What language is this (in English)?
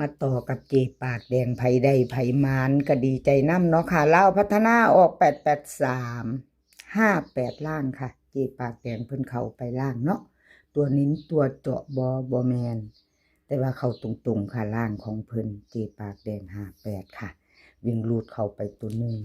Northeastern Thai